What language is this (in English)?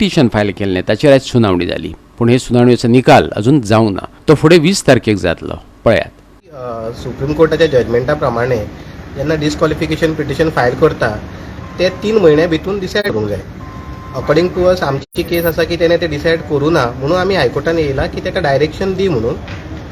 Konkani